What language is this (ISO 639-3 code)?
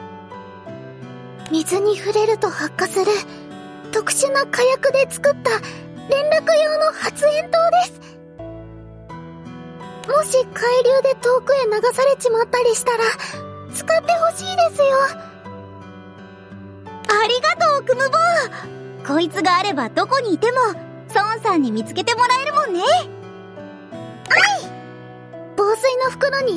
jpn